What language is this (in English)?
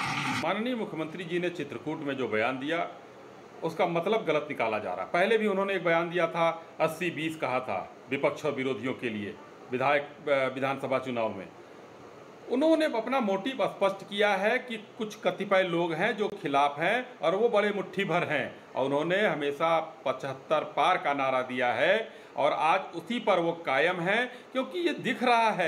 Hindi